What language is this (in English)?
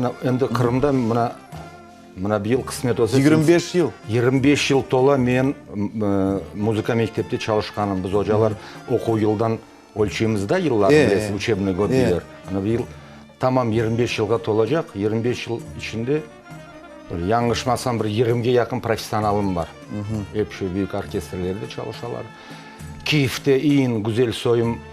Crimean Tatar